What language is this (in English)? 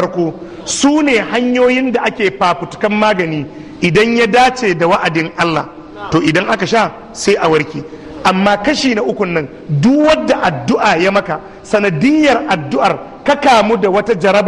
Hausa